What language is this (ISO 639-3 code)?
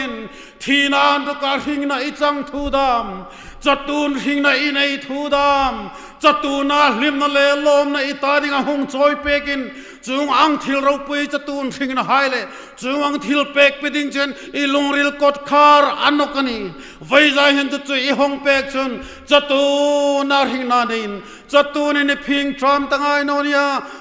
hmr